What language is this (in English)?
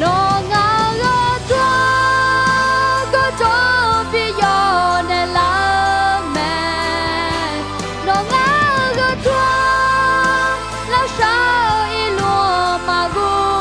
Akha